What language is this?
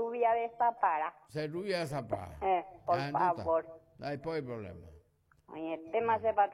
Guarani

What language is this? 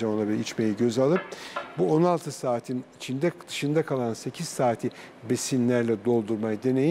Turkish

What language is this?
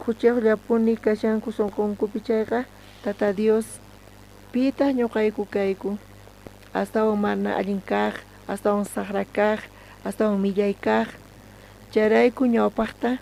South Bolivian Quechua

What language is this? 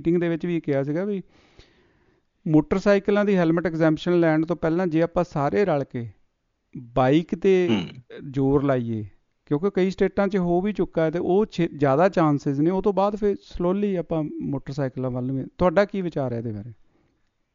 Punjabi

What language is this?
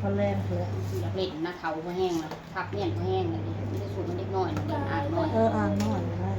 Northeastern Thai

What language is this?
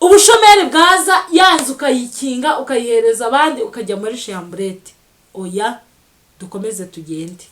Kinyarwanda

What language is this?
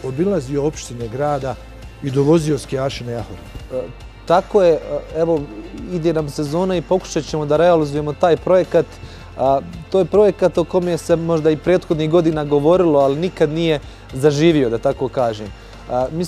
Bosnian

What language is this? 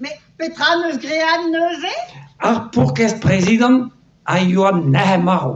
Breton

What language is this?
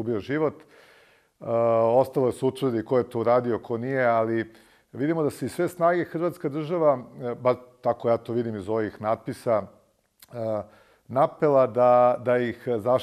Serbian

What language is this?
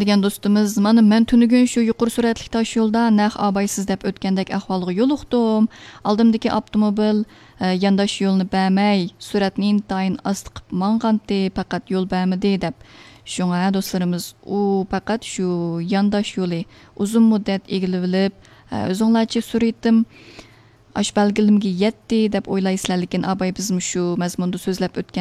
Uyghur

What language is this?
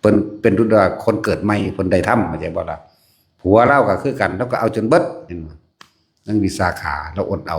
Northeastern Thai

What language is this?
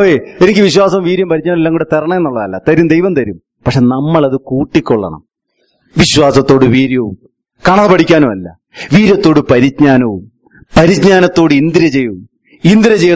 Malayalam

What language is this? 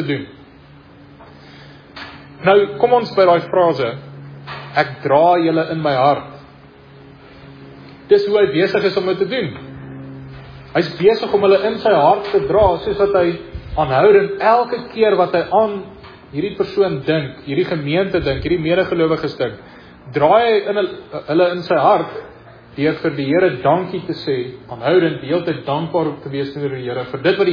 Afrikaans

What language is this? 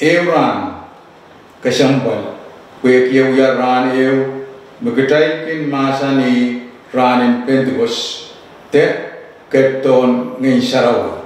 Pohnpeian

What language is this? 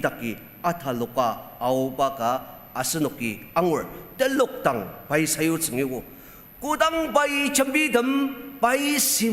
Ao Naga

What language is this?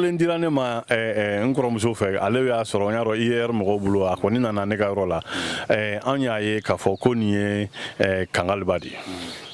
Bambara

